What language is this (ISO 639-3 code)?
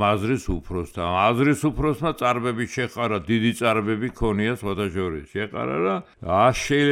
kat